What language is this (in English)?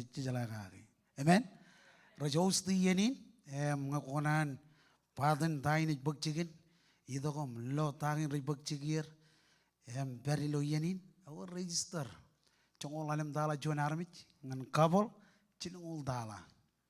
Marshallese